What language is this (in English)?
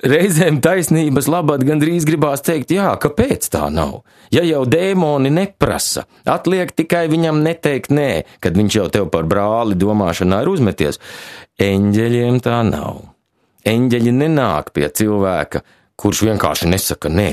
Latvian